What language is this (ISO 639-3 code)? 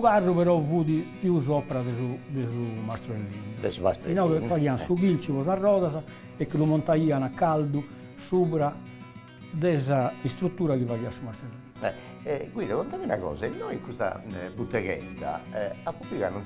srd